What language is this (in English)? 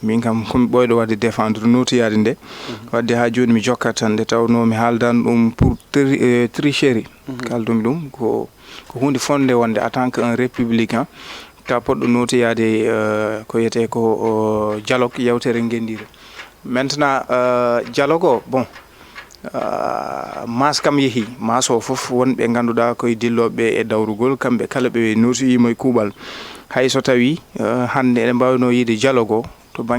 Fula